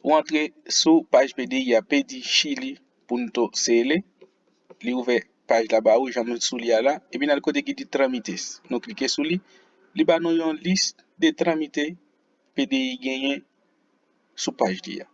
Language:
Haitian Creole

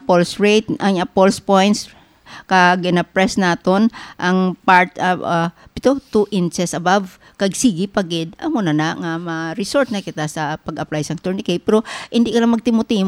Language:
Hiligaynon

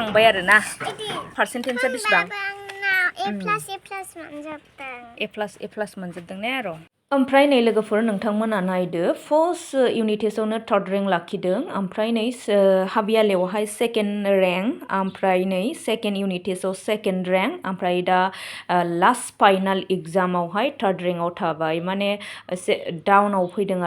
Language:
Bodo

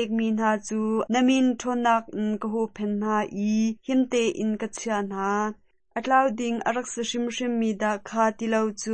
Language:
Hakha Chin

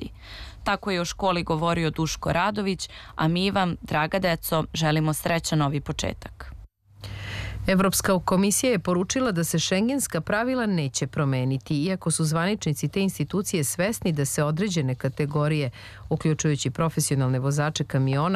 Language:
Serbian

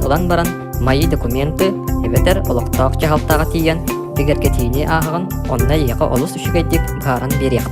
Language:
Yakut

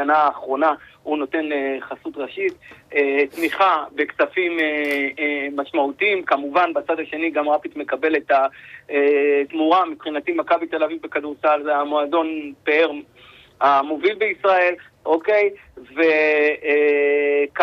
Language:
Hebrew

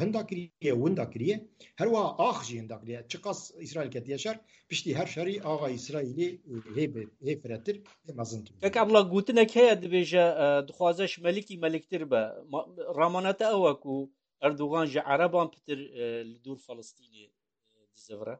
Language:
Kurdish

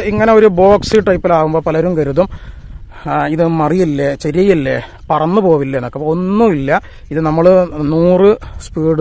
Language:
Malayalam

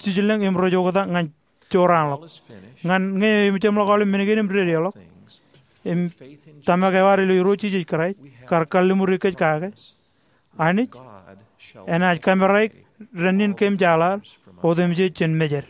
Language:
Marshallese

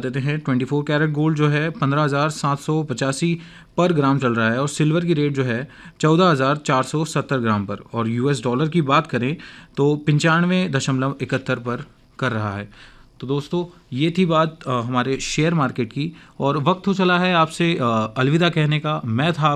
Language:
Hindi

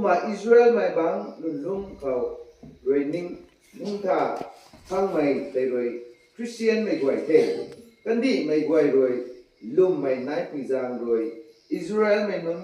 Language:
Rongmei Naga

